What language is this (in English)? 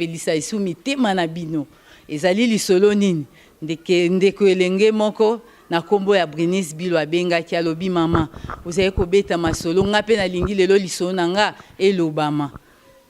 Lingala